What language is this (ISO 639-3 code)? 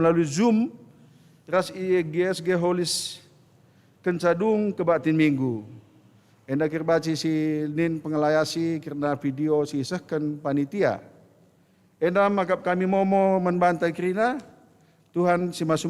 btx